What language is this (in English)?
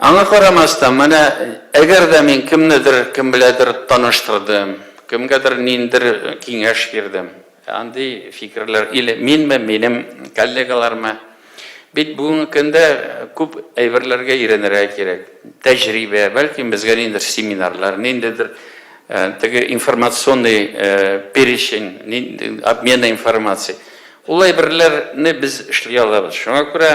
Tatar